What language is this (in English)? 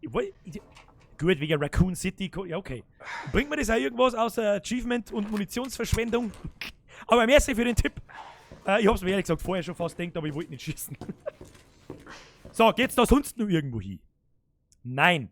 Bavarian